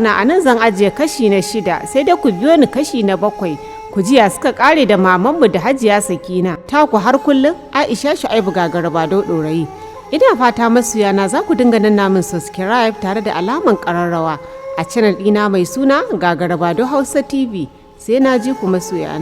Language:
Hausa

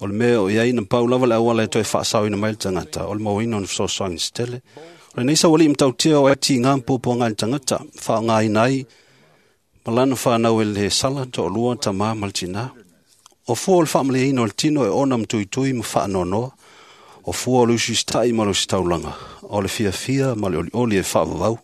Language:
Samoan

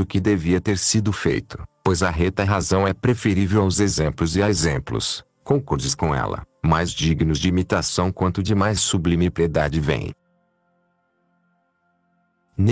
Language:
Portuguese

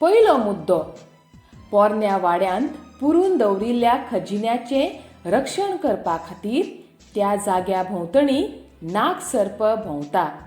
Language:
Konkani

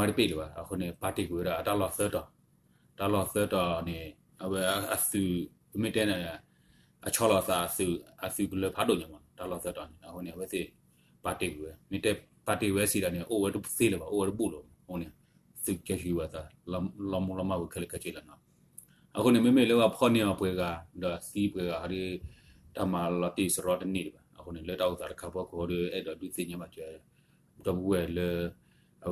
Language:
S'gaw Karen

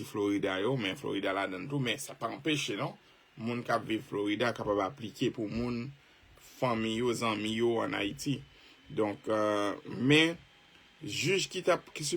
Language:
Haitian Creole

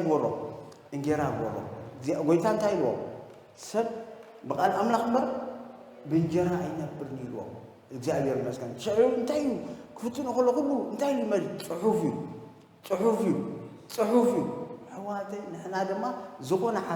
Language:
Tigrinya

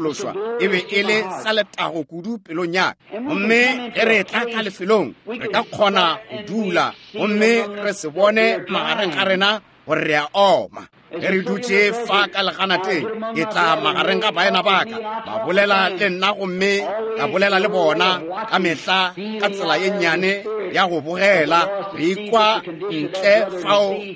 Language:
Northern Sotho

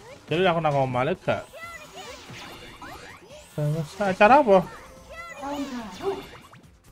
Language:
Indonesian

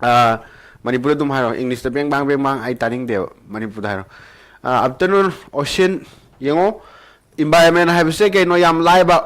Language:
Manipuri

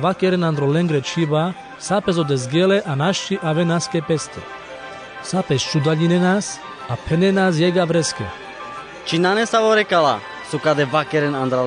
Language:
Carpathian Romani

